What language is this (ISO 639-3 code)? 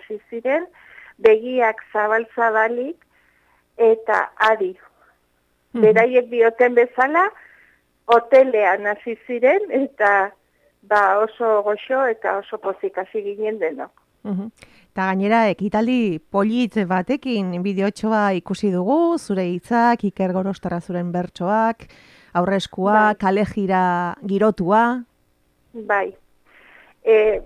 eus